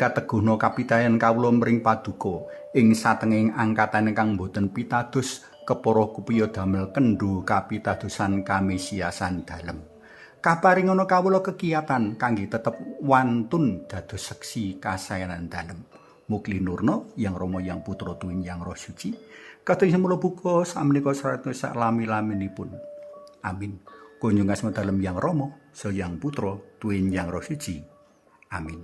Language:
Javanese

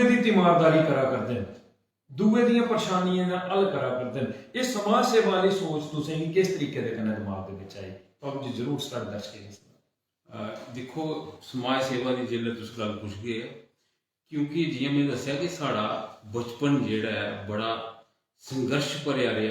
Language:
Dogri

